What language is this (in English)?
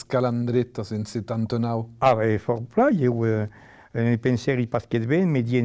Occitan